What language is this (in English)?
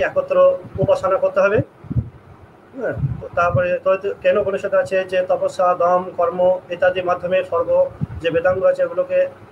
Bangla